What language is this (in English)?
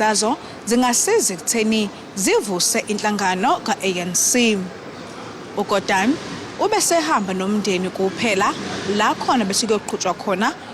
Zulu